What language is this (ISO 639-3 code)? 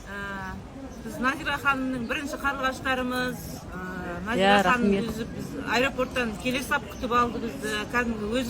kaz